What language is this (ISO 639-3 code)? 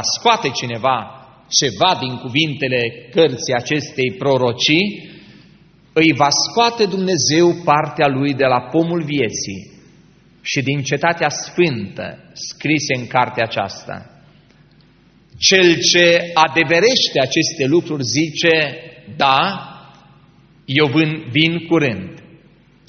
ron